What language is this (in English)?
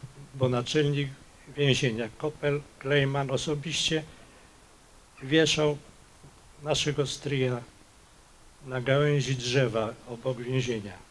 Polish